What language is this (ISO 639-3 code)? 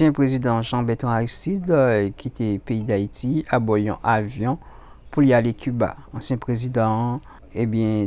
hat